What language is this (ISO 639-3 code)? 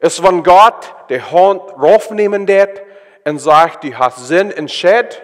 pdt